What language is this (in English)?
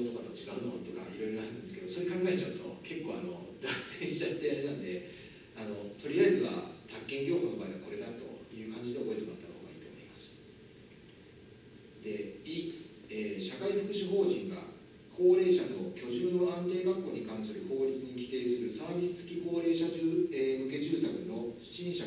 Japanese